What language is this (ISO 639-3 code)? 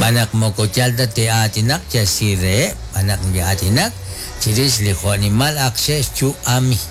kek